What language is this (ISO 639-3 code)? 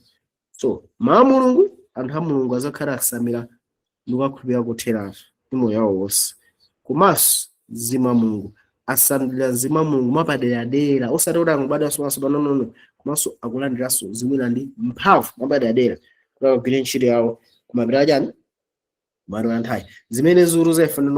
nya